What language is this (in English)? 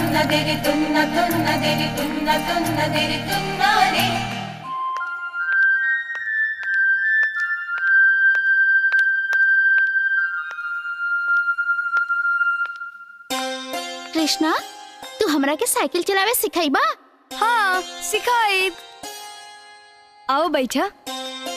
Bhojpuri